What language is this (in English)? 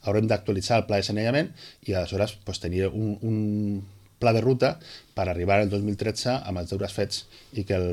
Catalan